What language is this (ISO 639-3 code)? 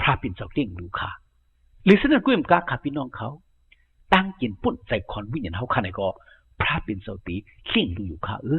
shn